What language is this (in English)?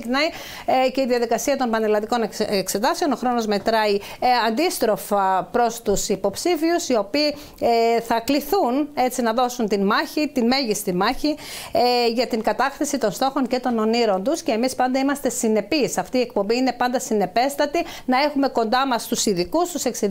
Greek